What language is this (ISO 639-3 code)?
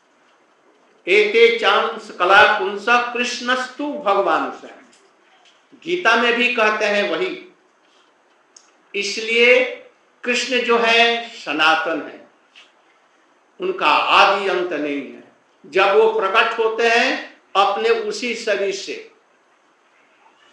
hin